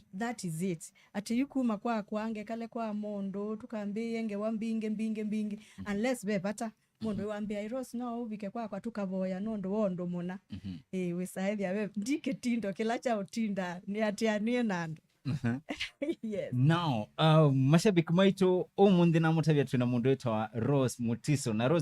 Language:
Kamba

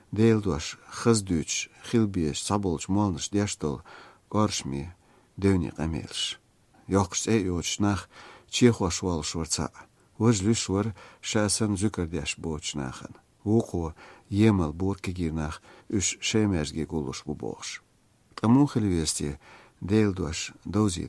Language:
Chechen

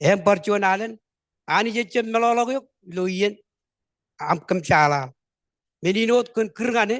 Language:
Marshallese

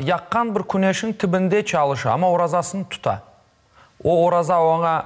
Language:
Crimean Tatar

